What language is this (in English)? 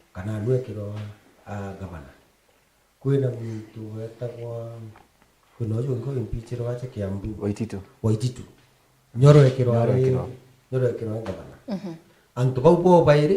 Meru